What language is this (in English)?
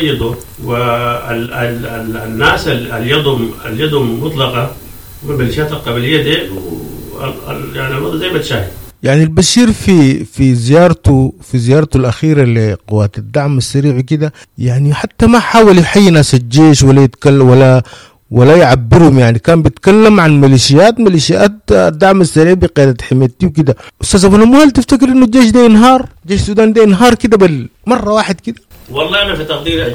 Sudanese Arabic